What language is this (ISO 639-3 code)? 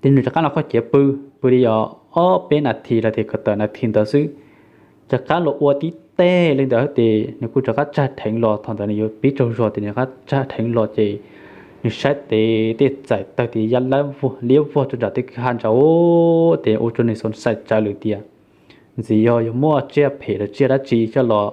hmn